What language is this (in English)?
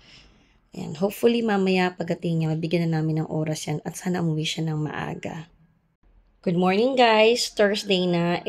Filipino